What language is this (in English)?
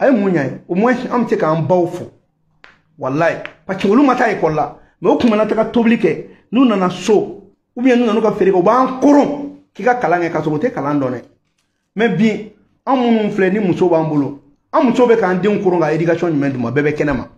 Bambara